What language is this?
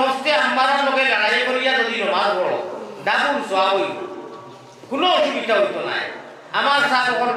Sylheti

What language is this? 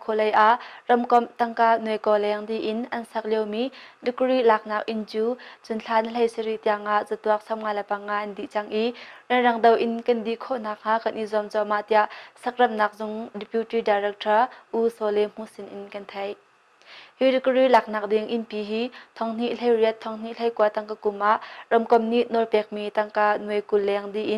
Hakha Chin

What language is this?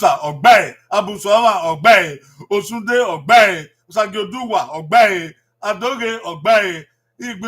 Bini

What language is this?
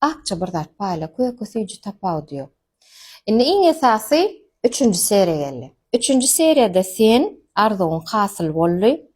Turkmen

